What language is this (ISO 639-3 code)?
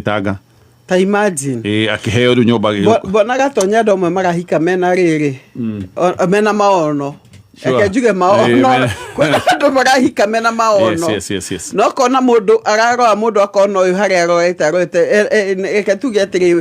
kik